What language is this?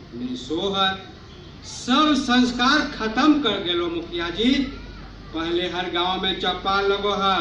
Magahi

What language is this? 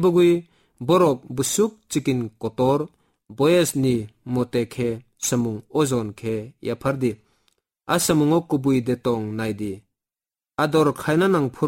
Kok Borok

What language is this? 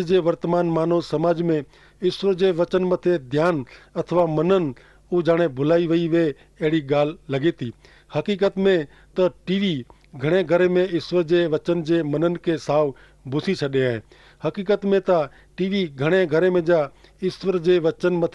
Kachhi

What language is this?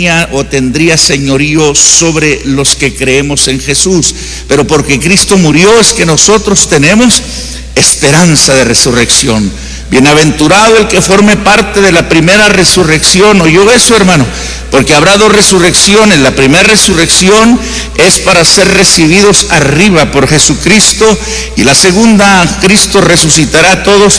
Spanish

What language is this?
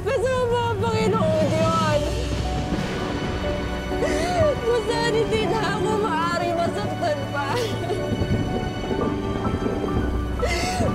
Filipino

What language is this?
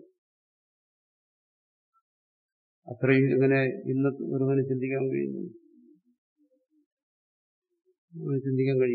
Malayalam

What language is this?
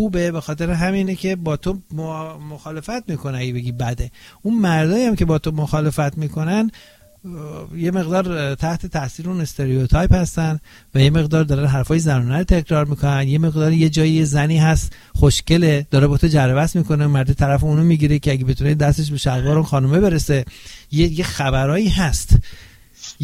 Persian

